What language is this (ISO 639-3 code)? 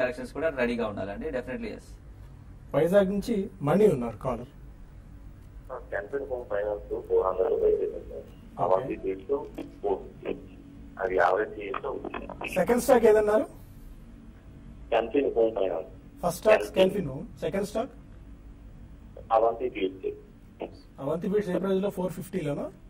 tel